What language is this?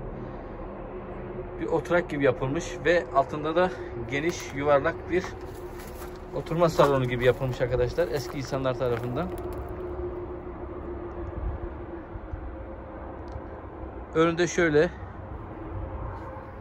Turkish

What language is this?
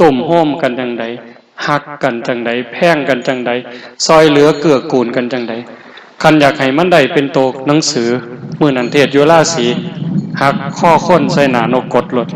Northeastern Thai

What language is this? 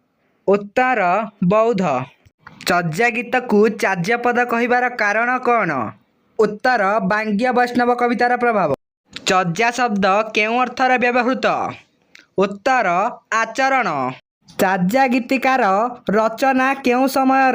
Odia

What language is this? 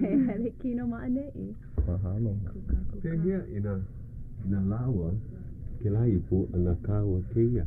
Hawaiian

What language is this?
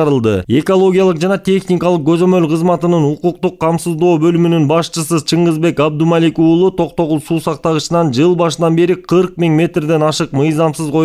Kyrgyz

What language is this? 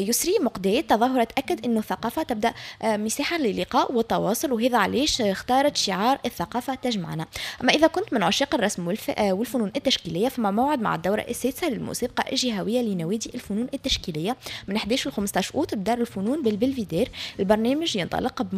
Tunisian Arabic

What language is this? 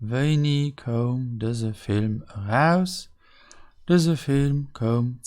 Luxembourgish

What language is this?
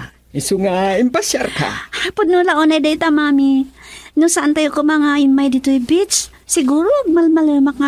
Iloko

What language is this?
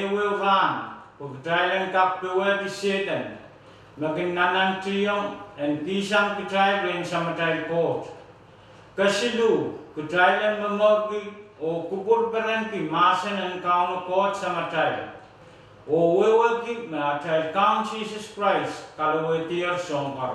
Pohnpeian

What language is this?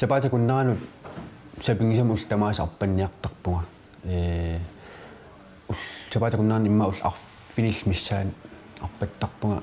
Kalaallisut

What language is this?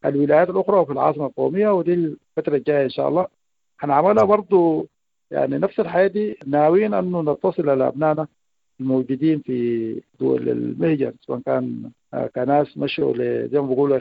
Sudanese Arabic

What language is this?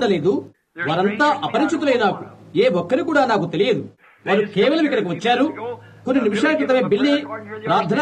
Telugu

